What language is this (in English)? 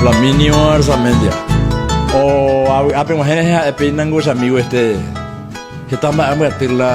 Guarani